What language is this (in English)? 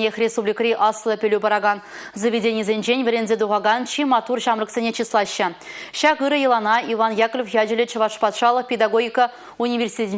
Chuvash